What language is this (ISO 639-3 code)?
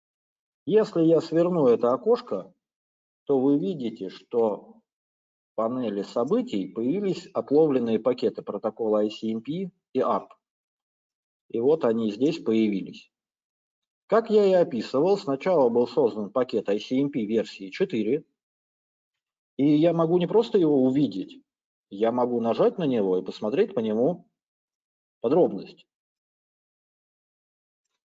rus